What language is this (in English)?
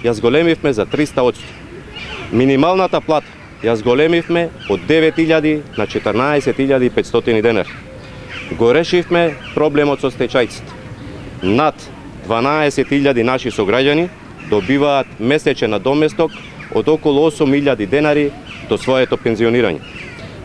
Macedonian